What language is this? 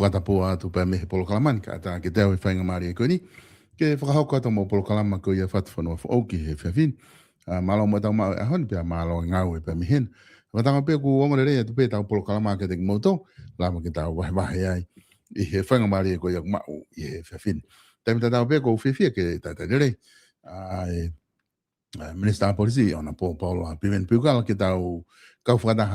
Tongan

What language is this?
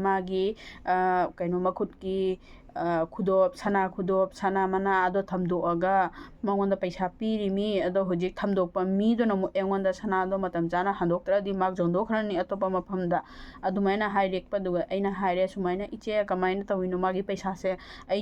Manipuri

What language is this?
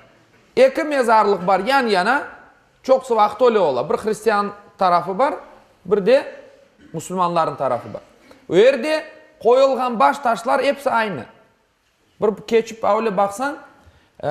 Crimean Tatar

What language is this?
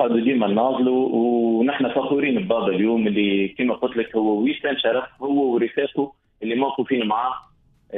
Tunisian Arabic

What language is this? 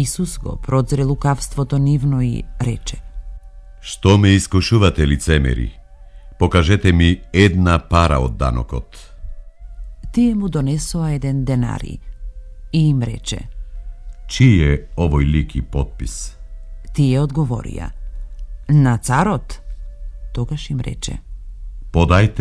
Macedonian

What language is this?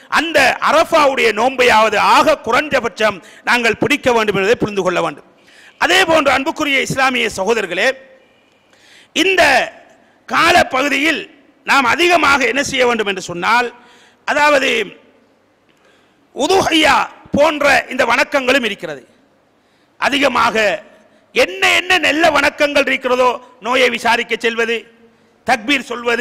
Tamil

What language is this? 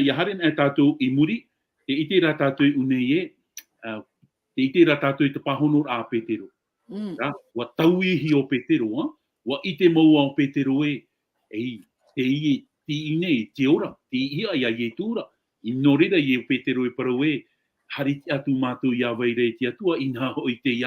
Tahitian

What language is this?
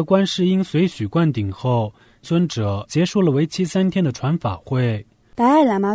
Chinese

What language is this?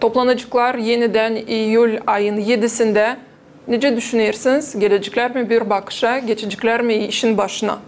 Gagauz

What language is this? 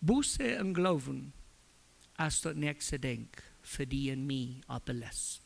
Plautdietsch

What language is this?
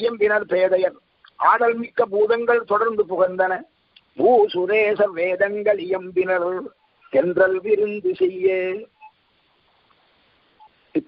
Tamil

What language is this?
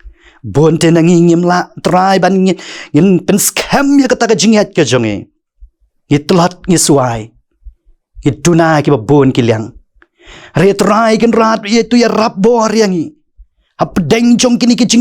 Khasi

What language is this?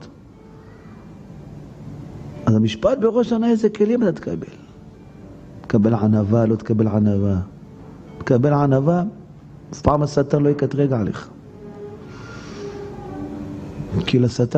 Hebrew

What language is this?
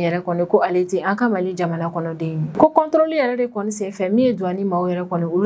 Bambara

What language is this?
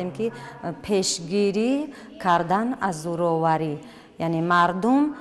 Tajik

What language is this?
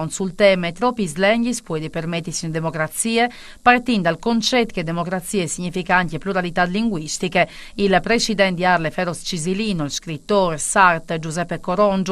Friulian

